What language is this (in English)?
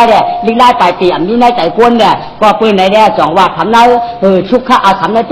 Shan